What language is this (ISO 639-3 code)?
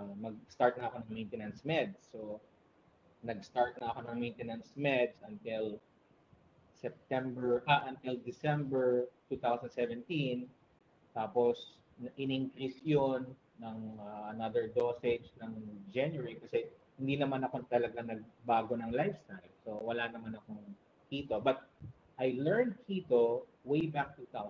fil